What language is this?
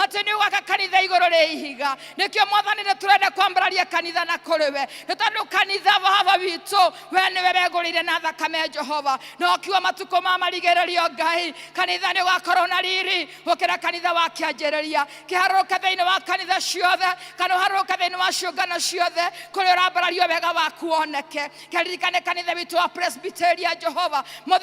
Kikuyu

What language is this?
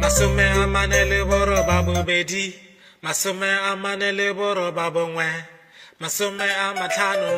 Tswana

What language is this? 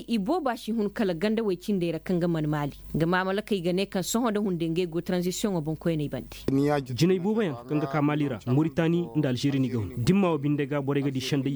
Koyraboro Senni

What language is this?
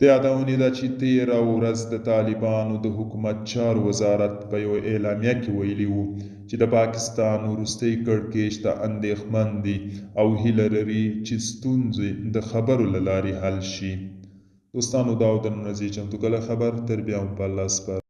Pashto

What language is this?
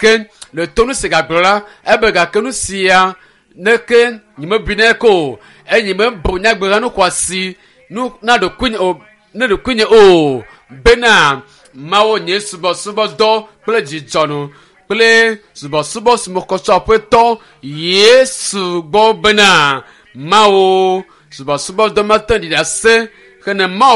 Ewe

